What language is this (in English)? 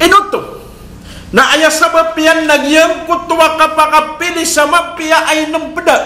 Maranao